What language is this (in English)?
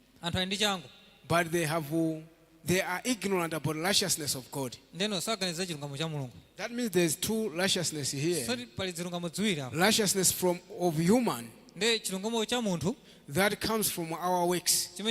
Nyanja